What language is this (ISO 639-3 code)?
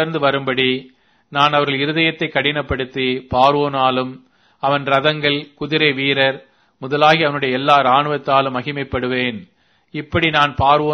tam